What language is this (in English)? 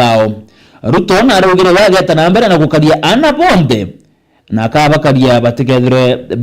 Meru